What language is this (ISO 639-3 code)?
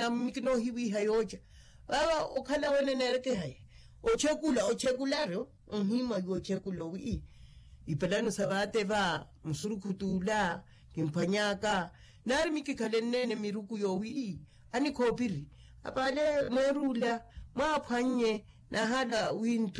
vmw